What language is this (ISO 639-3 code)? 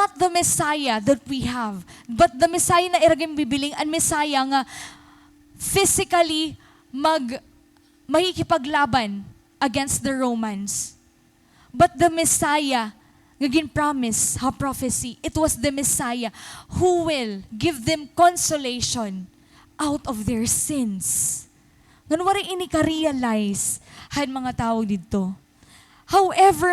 war